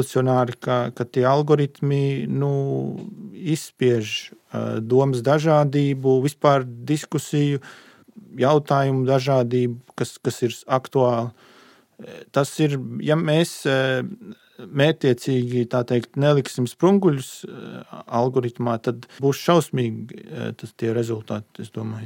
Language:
Latvian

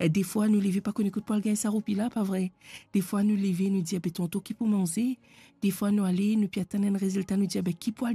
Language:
Morisyen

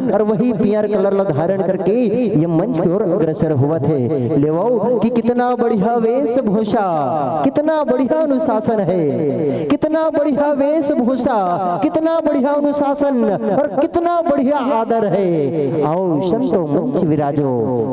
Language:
Chhattisgarhi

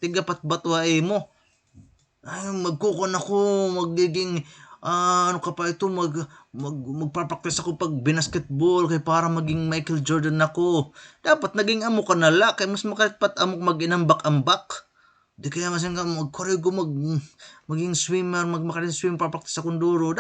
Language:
Waray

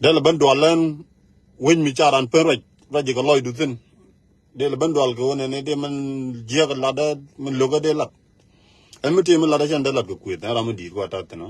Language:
Nuer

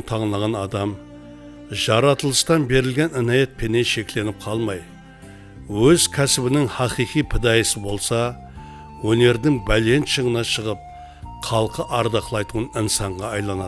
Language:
Kara-Kalpak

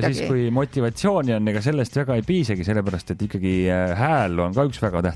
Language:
Estonian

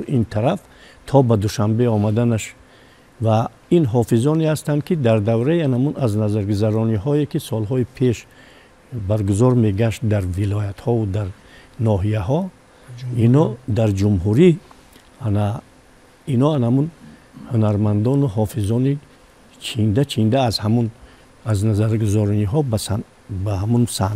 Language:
Tajik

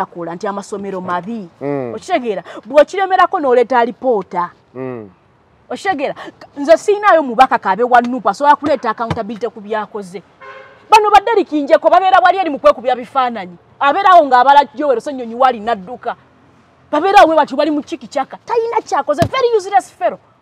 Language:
Ganda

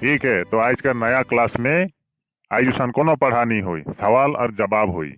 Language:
Sadri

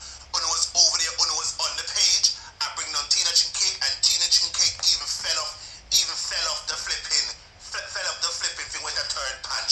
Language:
Jamaican Creole English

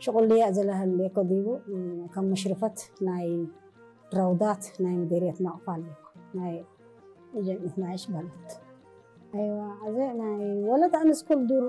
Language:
Tigre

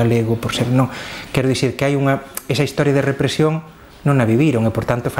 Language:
Galician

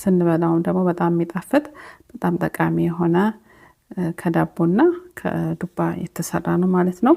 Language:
Amharic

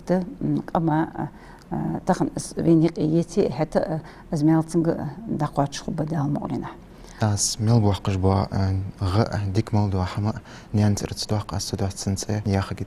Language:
Ingush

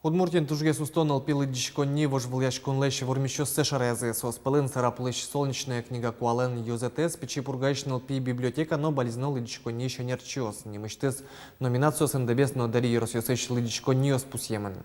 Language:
Udmurt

